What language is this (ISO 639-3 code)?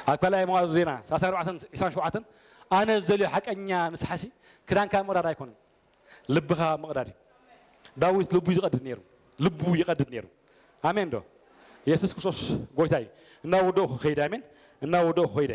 tir